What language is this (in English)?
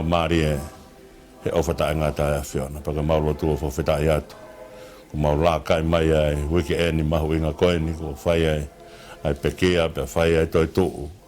Tongan